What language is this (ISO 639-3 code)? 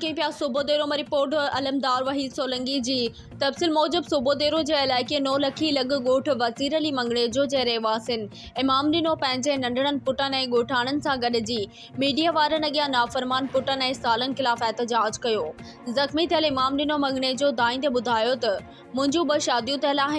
snd